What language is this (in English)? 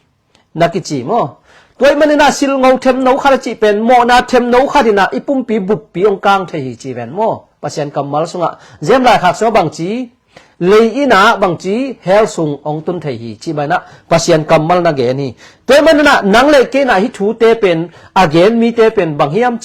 Tedim Chin